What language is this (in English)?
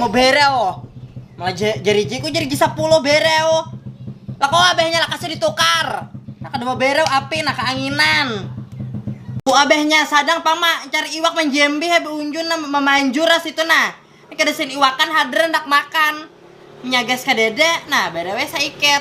Banjar